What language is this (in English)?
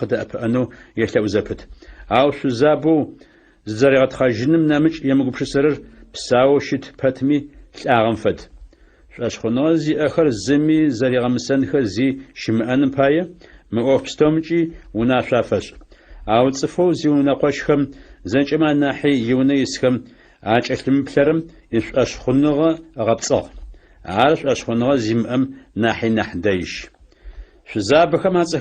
Adyghe